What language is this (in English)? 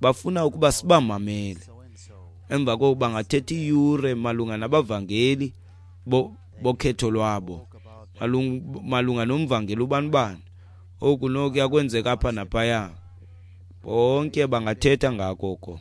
Xhosa